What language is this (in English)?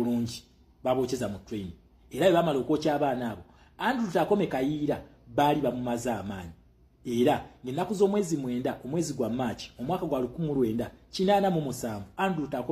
Ganda